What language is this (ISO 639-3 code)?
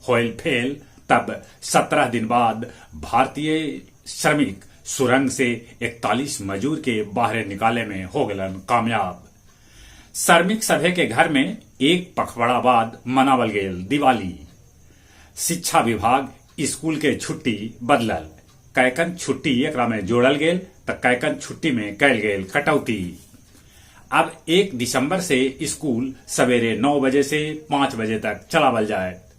mag